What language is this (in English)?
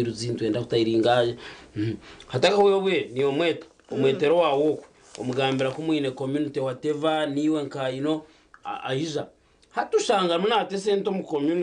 Nyankole